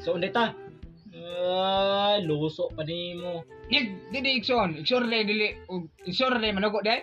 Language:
Cebuano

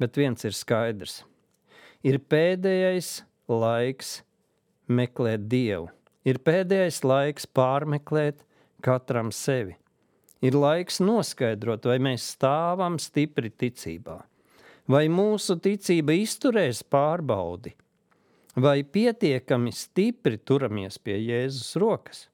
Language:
Latvian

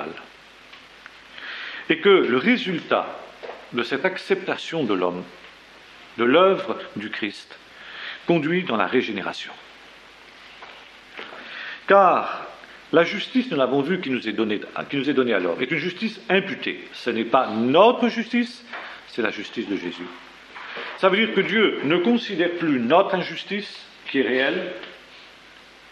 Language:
French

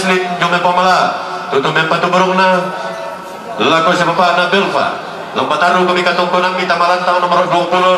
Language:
Toraja-Sa'dan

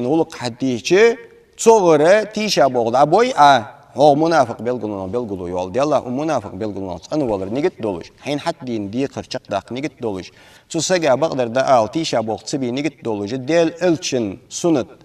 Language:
Ingush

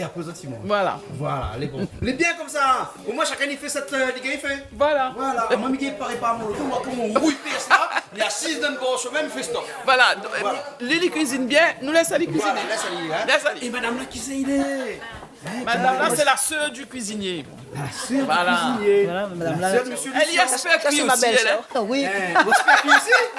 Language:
Réunion Creole French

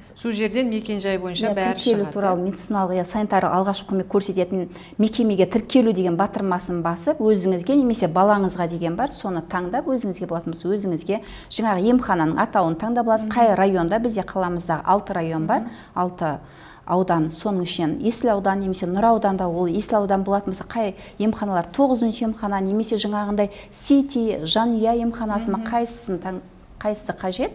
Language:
Kazakh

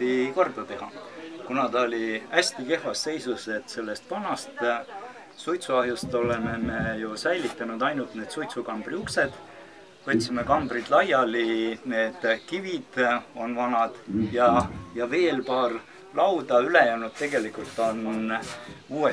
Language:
Estonian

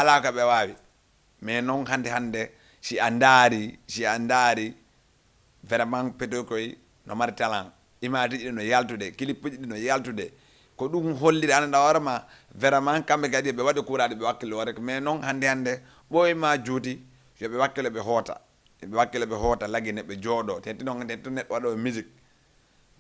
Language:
Fula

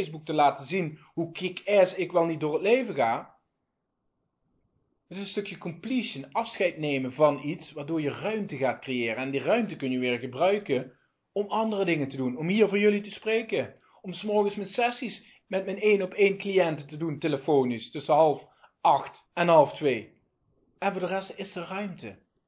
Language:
Dutch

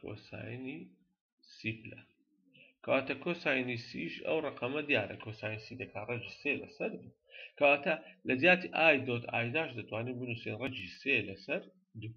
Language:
Central Kurdish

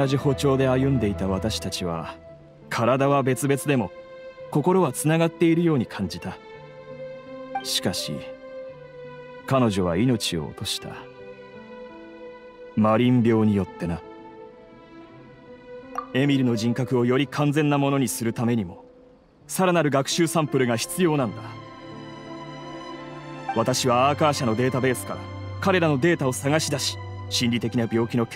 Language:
Japanese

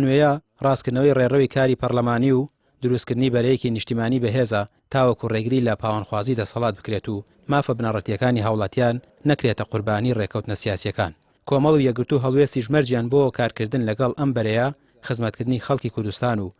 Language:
Central Kurdish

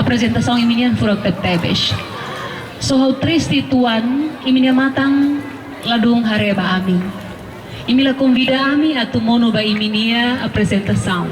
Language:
Tetum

